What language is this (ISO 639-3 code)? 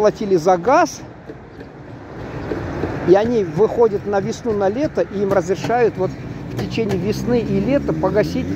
rus